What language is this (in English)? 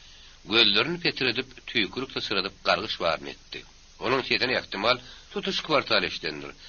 Turkmen